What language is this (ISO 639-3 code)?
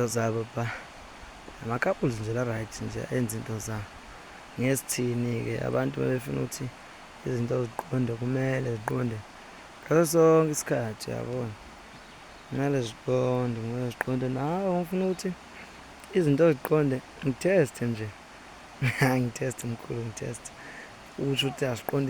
zul